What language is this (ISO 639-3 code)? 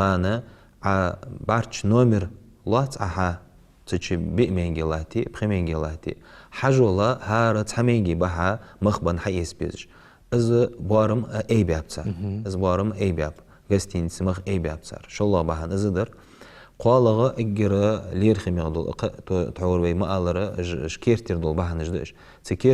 inh